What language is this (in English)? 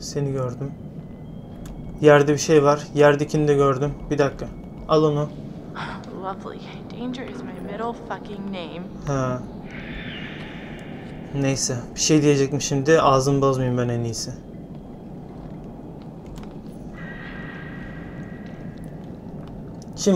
Turkish